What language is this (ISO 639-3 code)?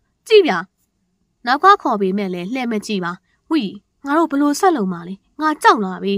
mya